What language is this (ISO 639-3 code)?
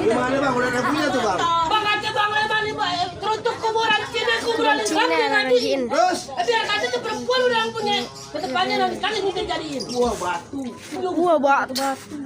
bew